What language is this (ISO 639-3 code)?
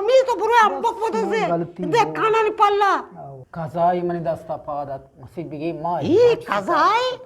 bgp